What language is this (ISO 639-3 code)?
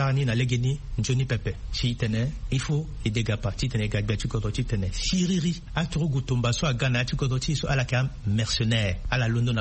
sag